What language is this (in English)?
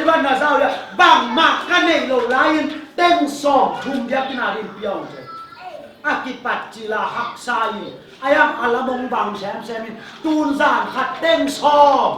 Tedim Chin